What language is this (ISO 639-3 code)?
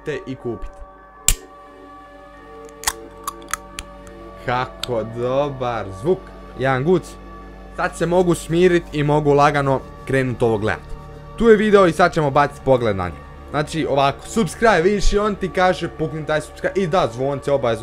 hrv